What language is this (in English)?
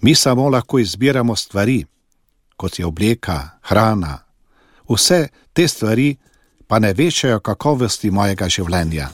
Slovenian